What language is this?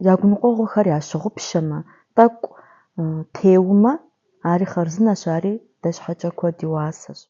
Kabardian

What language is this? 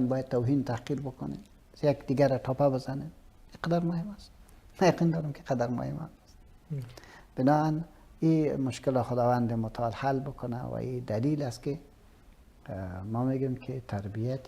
Persian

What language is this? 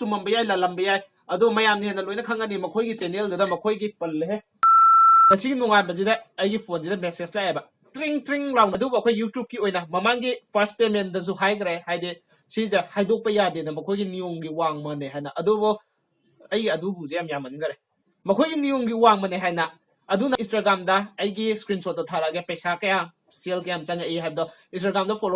Manipuri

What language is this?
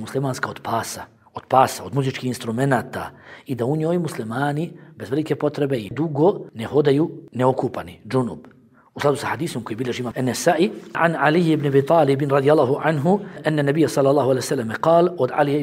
Bosnian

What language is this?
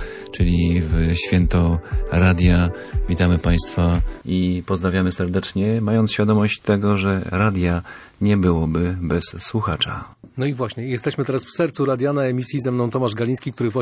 Polish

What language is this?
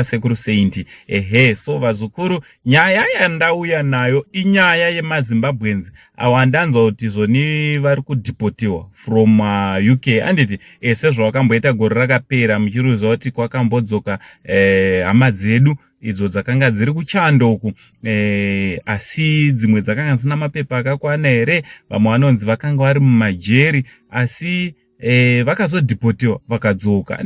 Shona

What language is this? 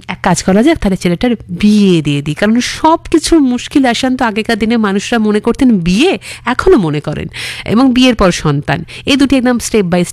Bangla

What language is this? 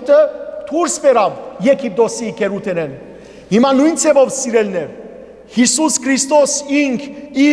Western Armenian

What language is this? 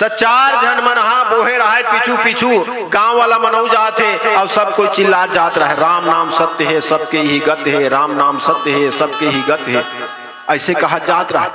Chhattisgarhi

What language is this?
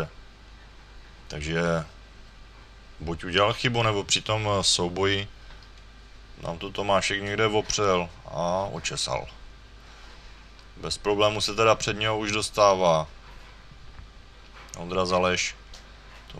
Czech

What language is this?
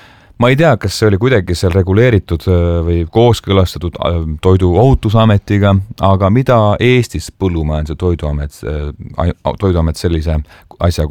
Estonian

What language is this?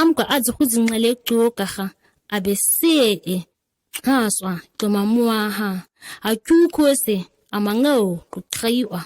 ǁGana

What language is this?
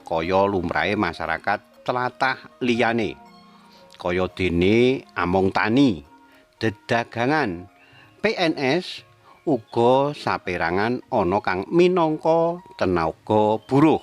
Javanese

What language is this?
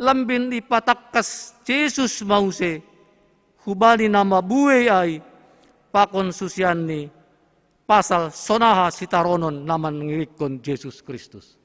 Batak Simalungun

